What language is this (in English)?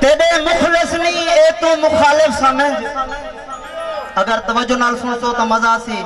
Saraiki